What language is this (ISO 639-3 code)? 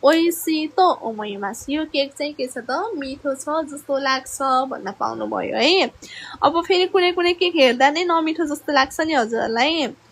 nep